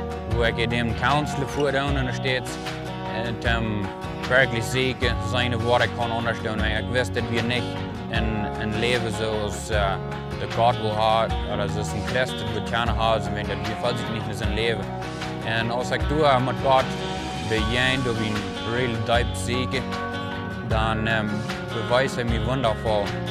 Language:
Plautdietsch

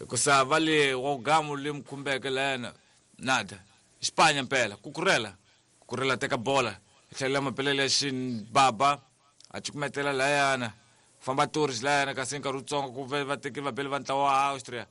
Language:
Tsonga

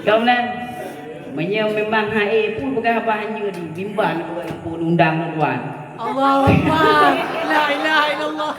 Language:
Achinese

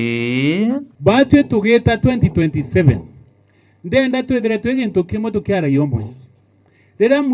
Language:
Meru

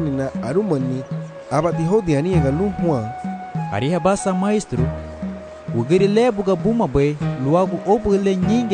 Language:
Garifuna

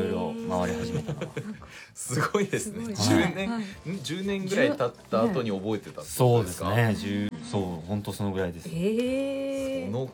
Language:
Japanese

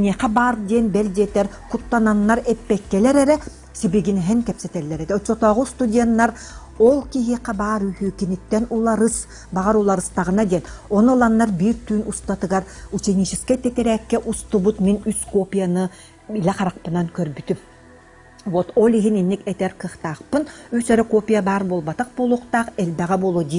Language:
Yakut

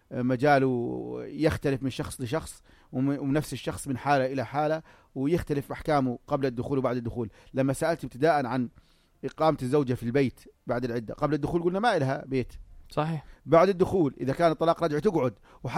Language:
North Levantine Arabic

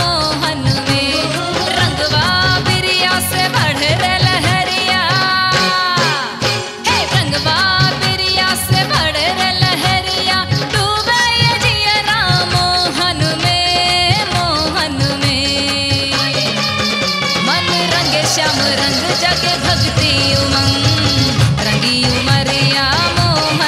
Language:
Bhojpuri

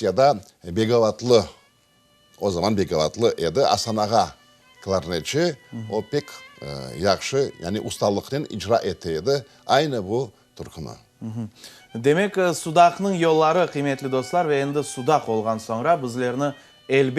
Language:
Crimean Tatar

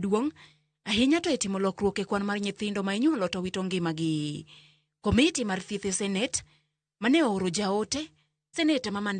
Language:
Luo (Kenya and Tanzania)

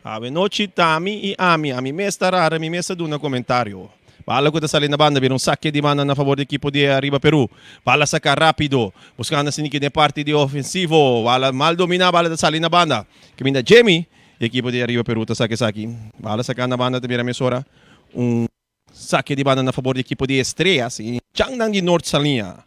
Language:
Papiamento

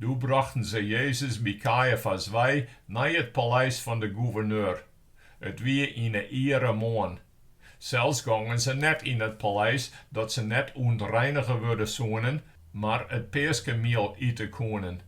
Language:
Western Frisian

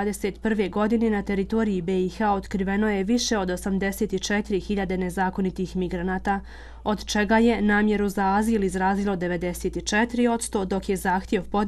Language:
Bosnian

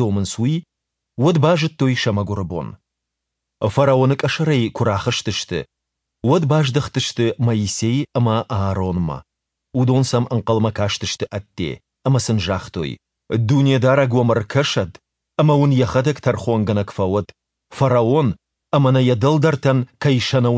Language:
Ossetic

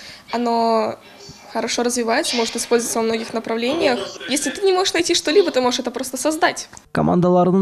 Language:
Crimean Tatar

